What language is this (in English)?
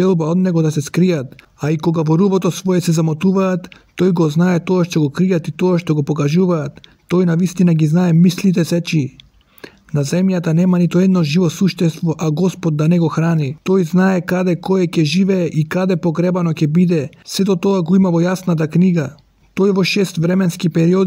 Macedonian